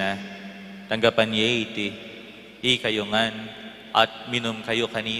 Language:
Pampanga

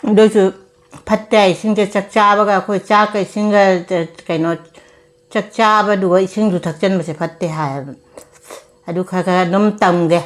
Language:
Manipuri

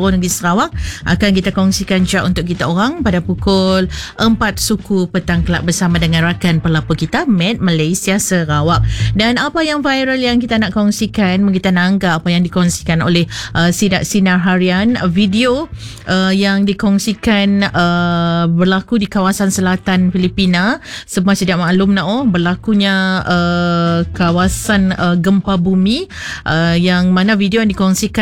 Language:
Malay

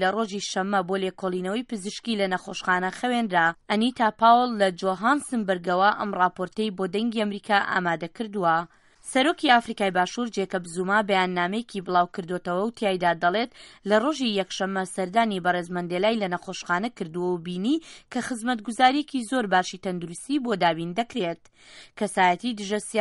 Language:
Central Kurdish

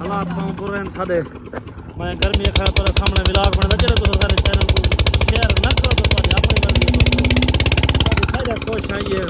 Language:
Saraiki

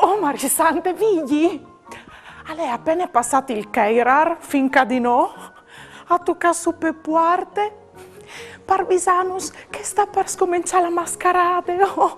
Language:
Friulian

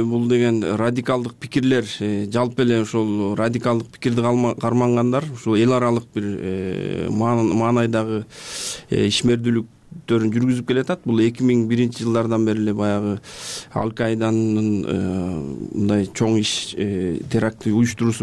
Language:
Kyrgyz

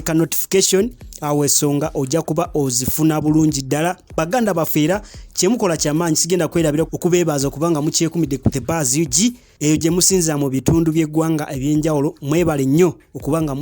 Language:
Ganda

